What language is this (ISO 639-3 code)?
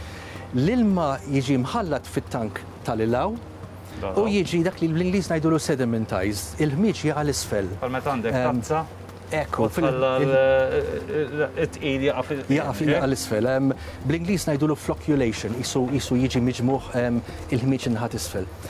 mlt